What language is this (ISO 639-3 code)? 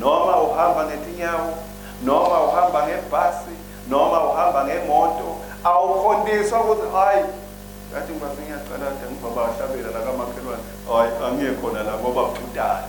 ssw